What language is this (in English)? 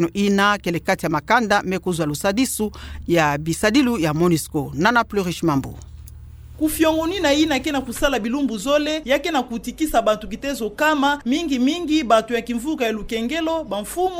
Kituba (Democratic Republic of Congo)